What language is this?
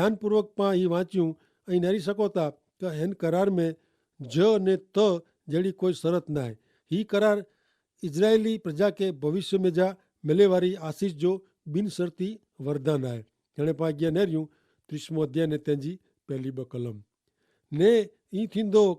Kachhi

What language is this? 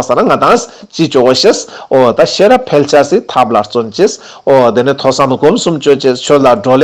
Ladakhi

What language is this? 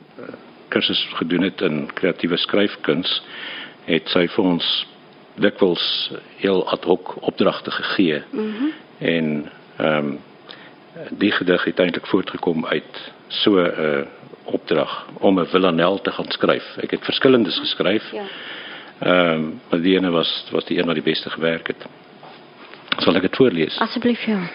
Afrikaans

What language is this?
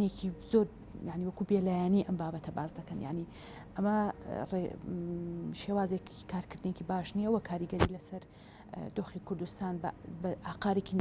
Central Kurdish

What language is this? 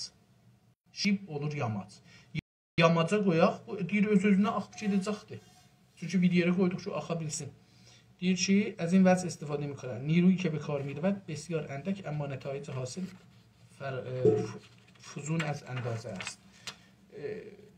South Azerbaijani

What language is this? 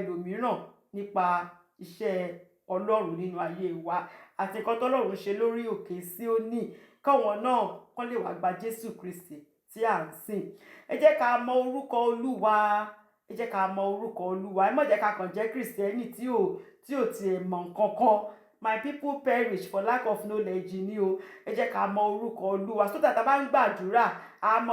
Yoruba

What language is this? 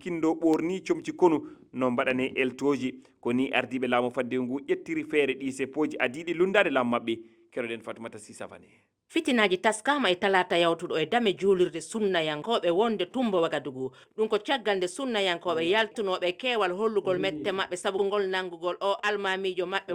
Fula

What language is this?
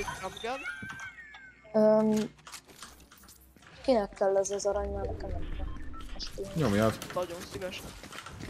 Hungarian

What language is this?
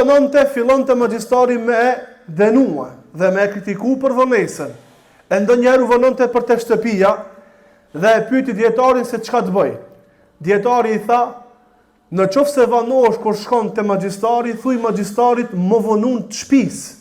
Albanian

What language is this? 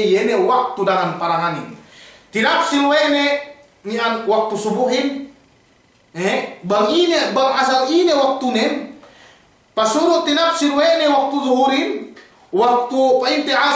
Yakan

